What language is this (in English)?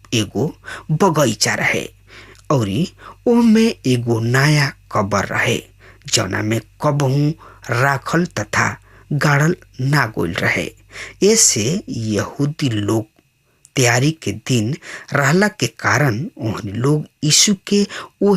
Bhojpuri